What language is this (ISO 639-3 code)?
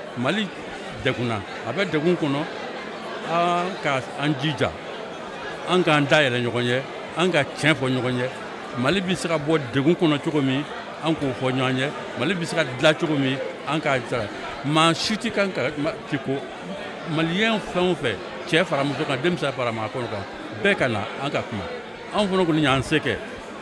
bam